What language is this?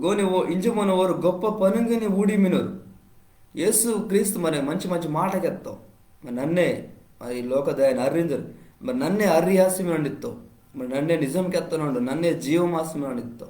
Koya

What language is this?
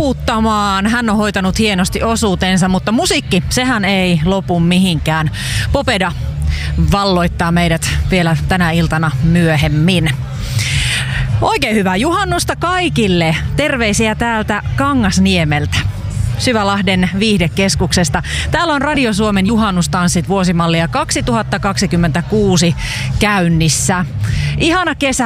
Finnish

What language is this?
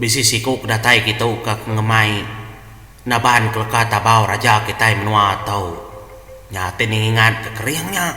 Iban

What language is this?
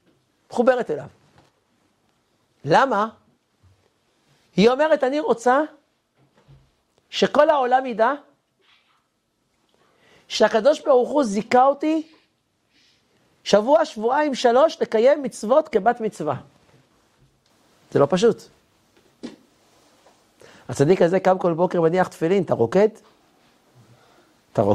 Hebrew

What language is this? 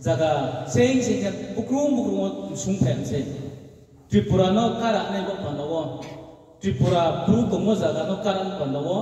Riang (India)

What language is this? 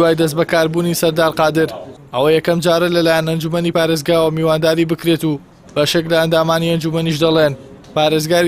Central Kurdish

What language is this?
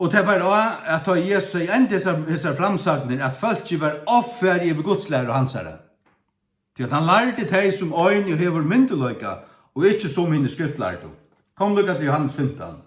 Faroese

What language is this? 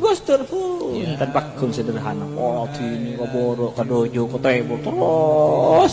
Madurese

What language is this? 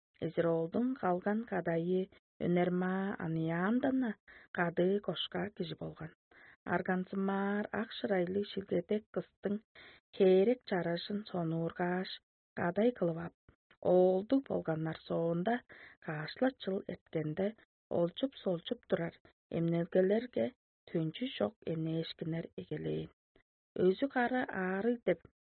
Tuvinian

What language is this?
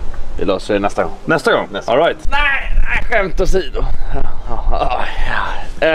Swedish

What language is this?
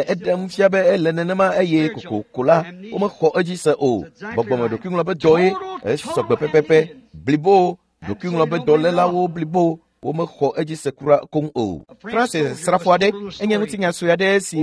Ewe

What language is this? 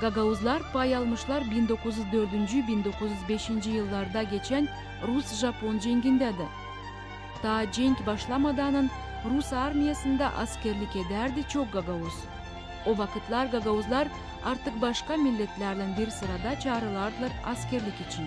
Gagauz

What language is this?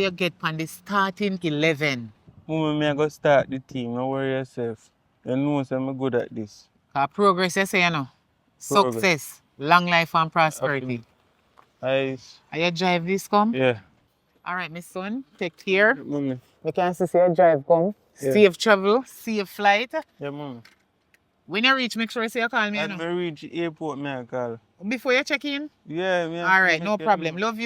Jamaican Creole English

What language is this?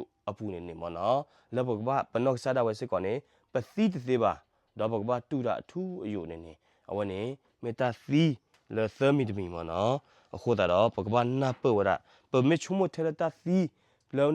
S'gaw Karen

